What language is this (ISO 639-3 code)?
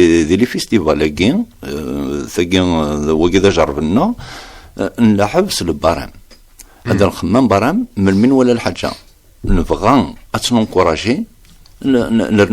kab